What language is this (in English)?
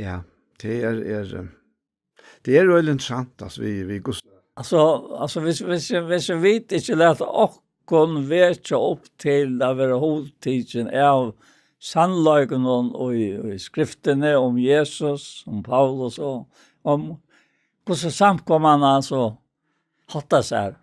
Faroese